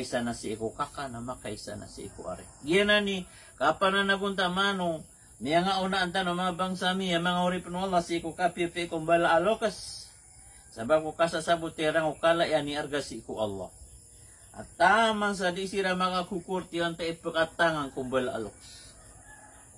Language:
Maranao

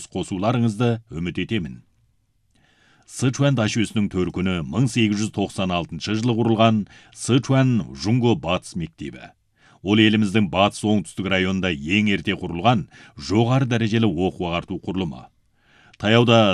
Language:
Kazakh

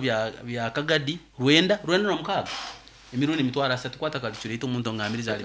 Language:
Nyoro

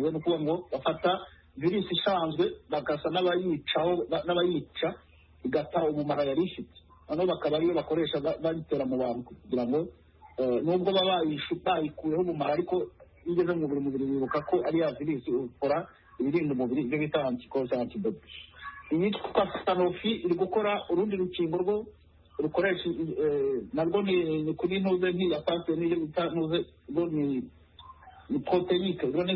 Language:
Kinyarwanda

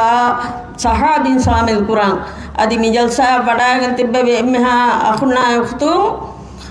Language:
Divehi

